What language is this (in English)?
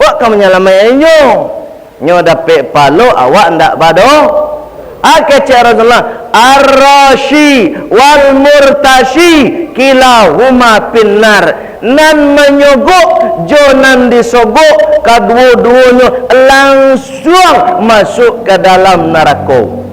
Minangkabau